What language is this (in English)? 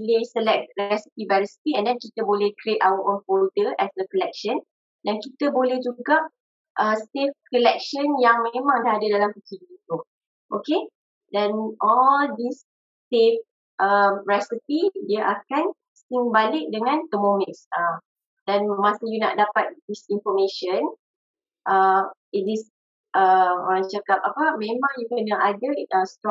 Malay